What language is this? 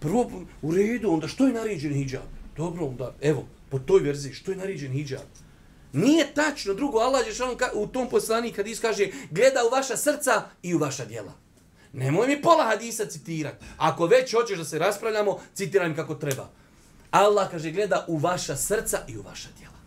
Bosnian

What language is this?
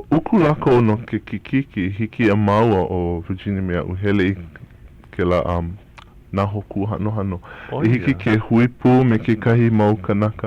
Hawaiian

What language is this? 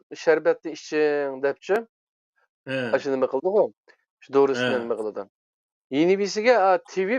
Uyghur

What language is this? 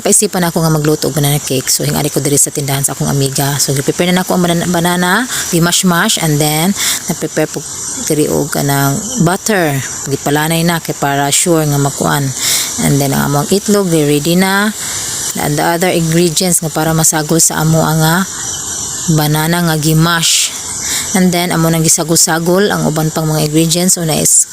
Cebuano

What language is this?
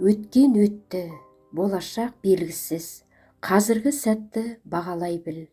Kazakh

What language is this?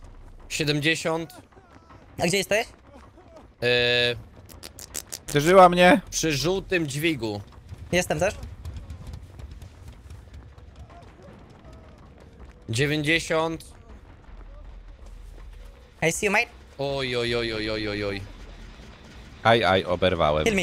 Polish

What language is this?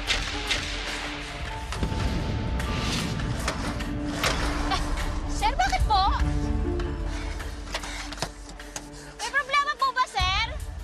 Filipino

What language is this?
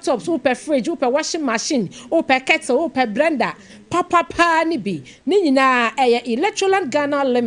Akan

